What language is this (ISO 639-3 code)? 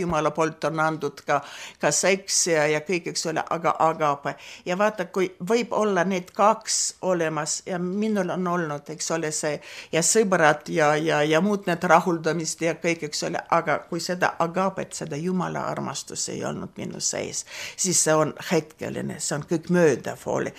est